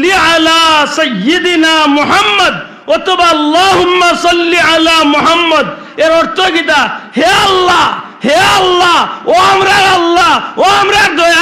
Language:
Sylheti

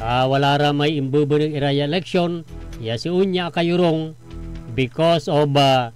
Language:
Pangasinan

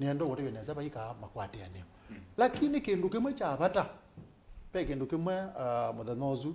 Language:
Kamba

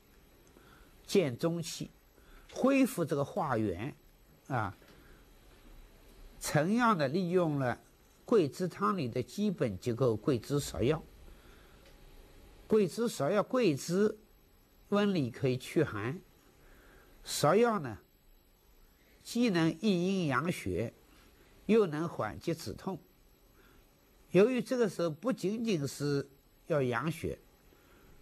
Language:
Chinese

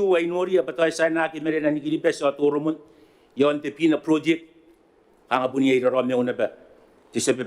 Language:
Gilbertese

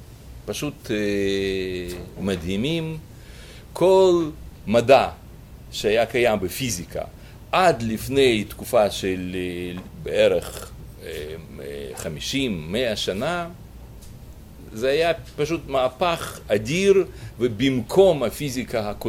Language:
Hebrew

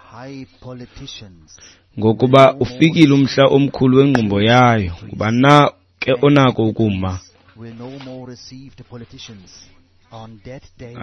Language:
Xhosa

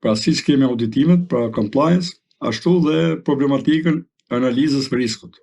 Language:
Albanian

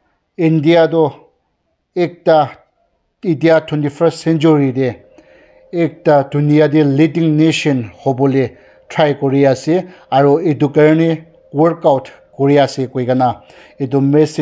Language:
Naga Pidgin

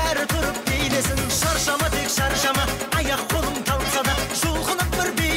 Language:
Kazakh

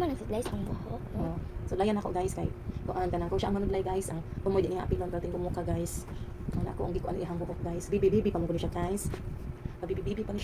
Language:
Cebuano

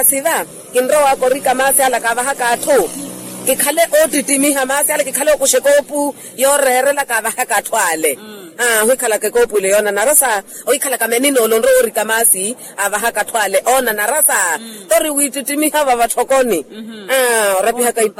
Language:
Makhuwa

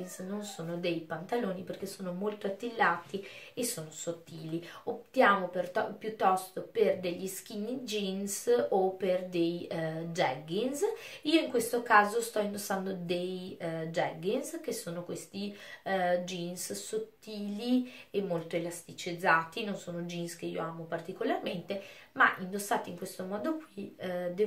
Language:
Italian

